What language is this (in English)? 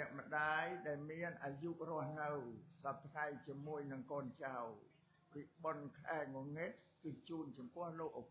Khmer